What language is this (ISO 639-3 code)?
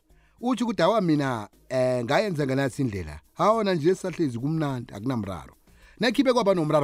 nbl